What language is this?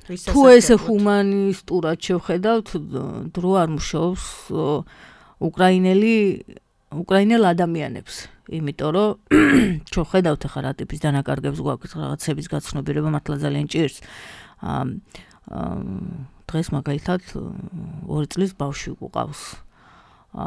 Georgian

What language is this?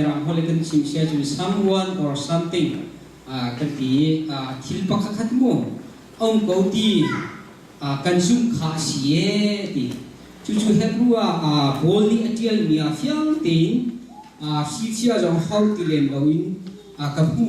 Hakha Chin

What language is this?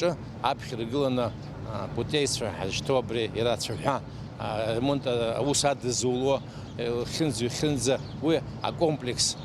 Abkhazian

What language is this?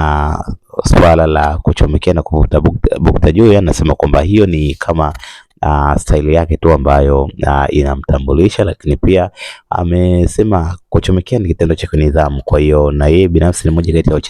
Swahili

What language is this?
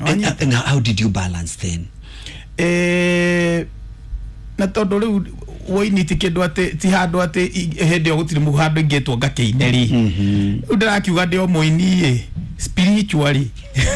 Kikuyu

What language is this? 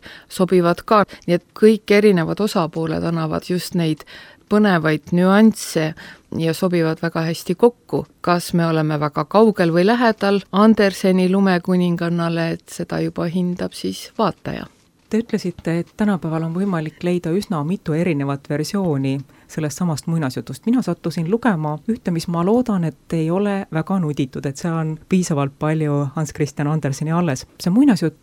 Estonian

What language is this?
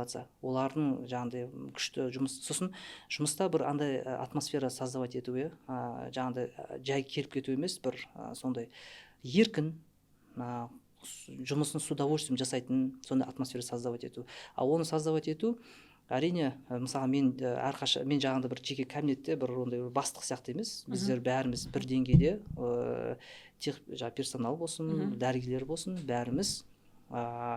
Kazakh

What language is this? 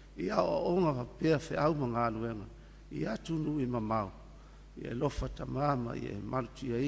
Samoan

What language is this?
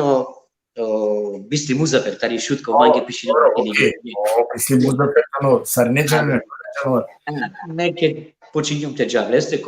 Balkan Romani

